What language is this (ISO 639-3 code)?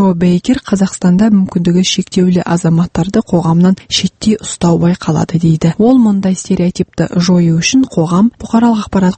kaz